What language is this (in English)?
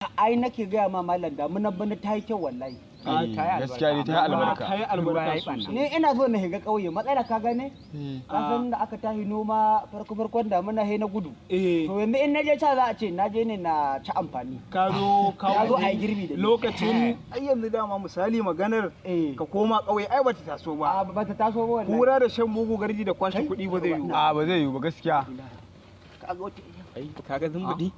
Hausa